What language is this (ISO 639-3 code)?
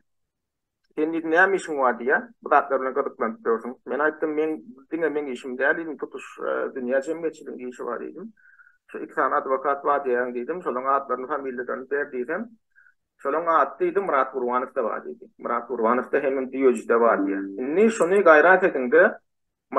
tuk